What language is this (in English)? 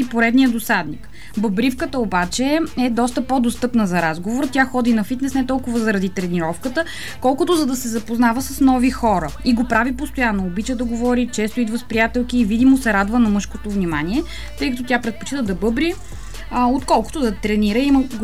Bulgarian